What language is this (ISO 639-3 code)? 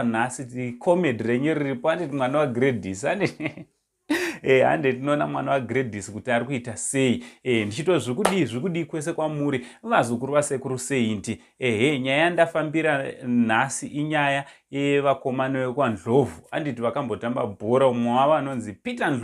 sna